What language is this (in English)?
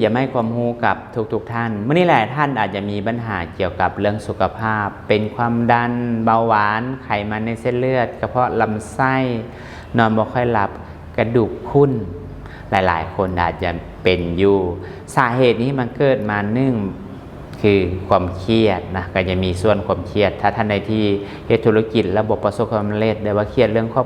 Lao